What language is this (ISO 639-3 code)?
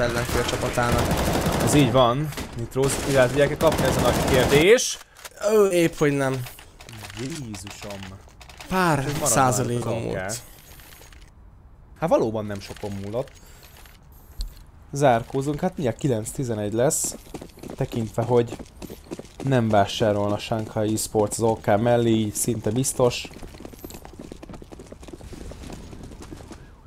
hun